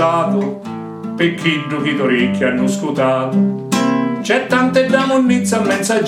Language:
Sicilian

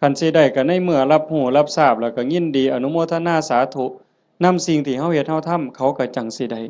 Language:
Northeastern Thai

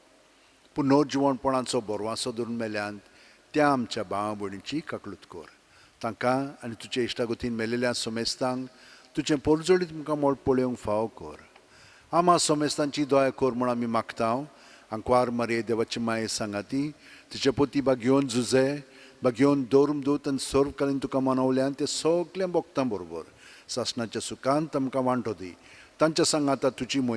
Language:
Konkani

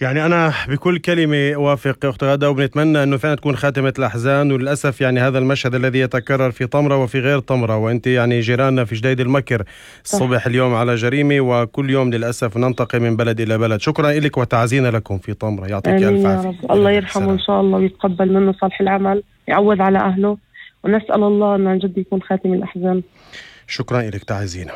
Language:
North Levantine Arabic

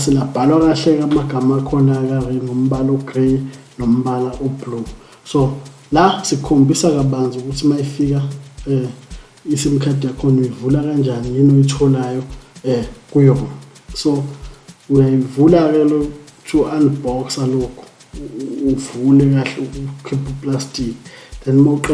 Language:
Zulu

